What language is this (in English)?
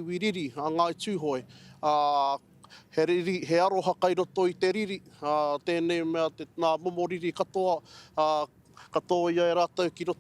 Māori